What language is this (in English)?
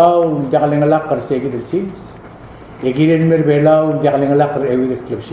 Palauan